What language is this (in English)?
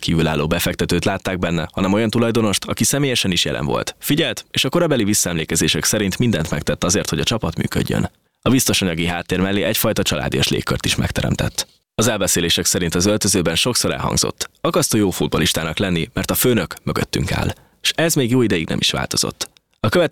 Hungarian